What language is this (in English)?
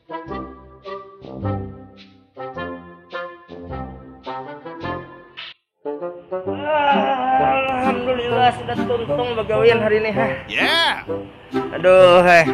Banjar